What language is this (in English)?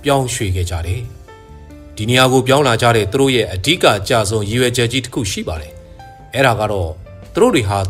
Burmese